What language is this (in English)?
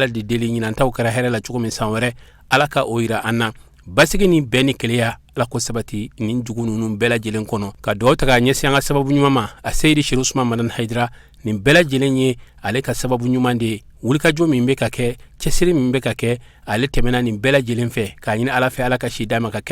Bambara